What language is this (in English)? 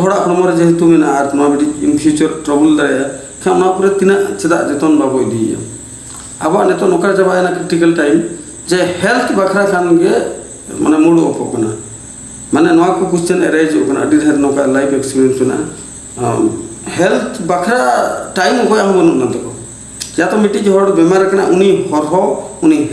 Santali